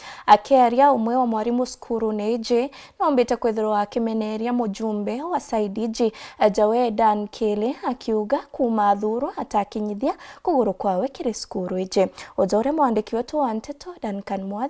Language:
Meru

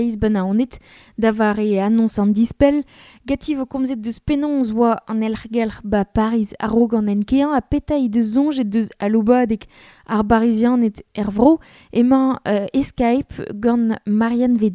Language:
Breton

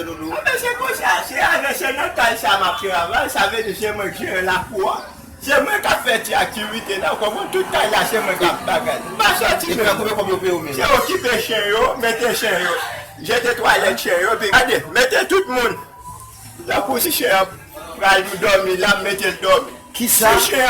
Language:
Haitian Creole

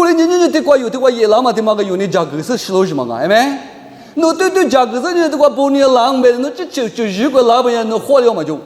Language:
Lisu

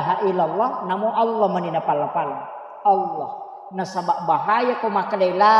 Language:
Buginese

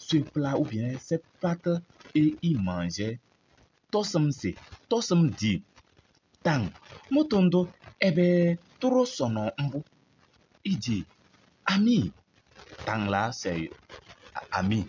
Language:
Kabiyè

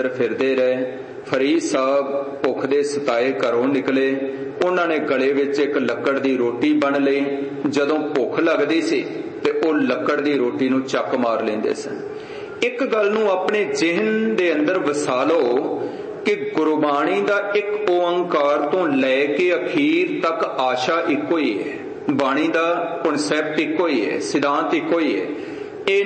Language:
Punjabi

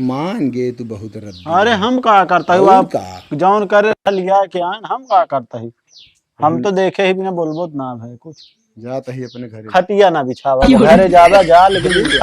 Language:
Awadhi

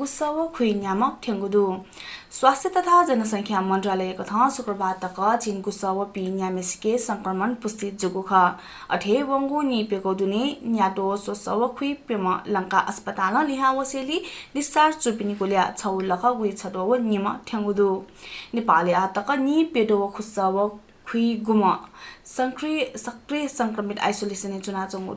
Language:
Newari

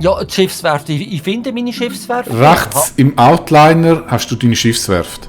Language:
Swiss German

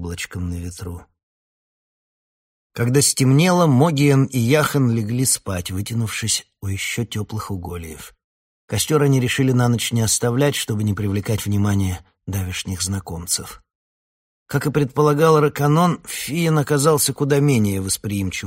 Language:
Russian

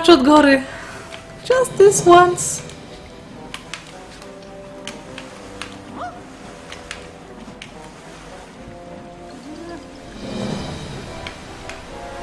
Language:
Bulgarian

